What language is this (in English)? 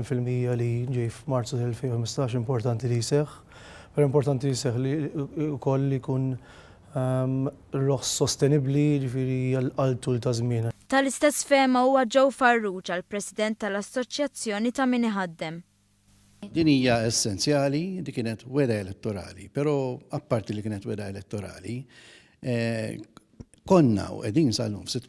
Maltese